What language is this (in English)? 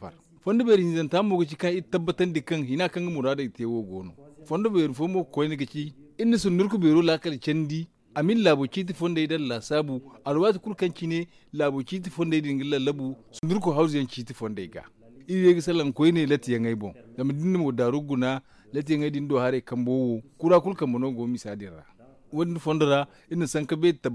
Zarma